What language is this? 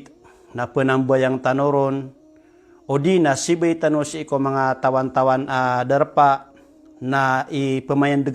Maranao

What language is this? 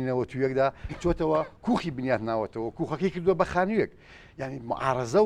Central Kurdish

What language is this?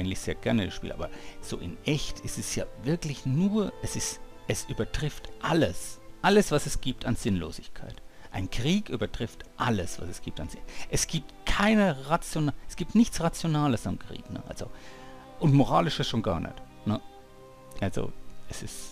German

